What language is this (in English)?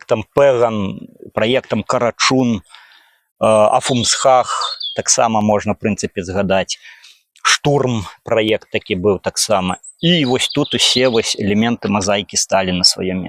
Belarusian